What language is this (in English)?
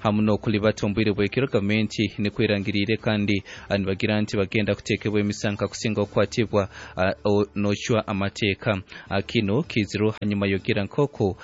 Nyankole